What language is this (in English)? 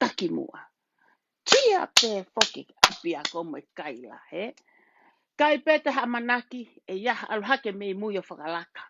Tongan